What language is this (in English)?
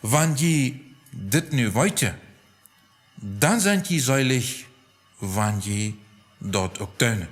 Plautdietsch